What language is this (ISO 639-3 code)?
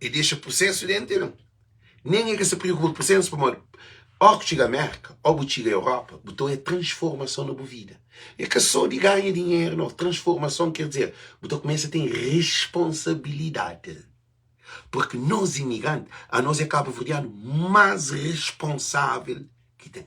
kea